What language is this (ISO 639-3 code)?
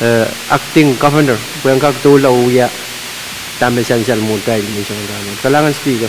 pon